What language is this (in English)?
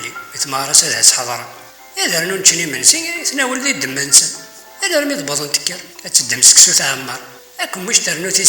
Kabyle